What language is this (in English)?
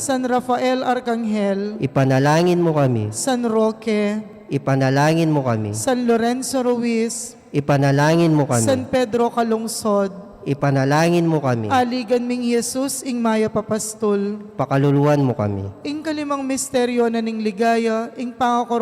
Pampanga